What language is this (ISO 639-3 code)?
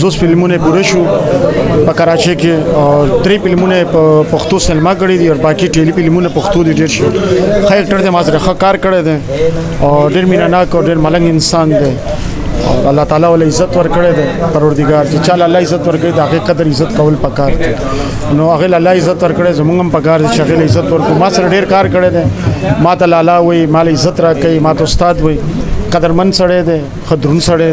pus